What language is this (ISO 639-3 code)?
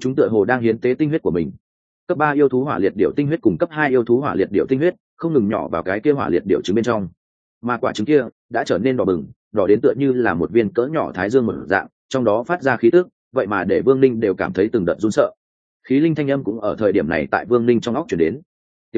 vie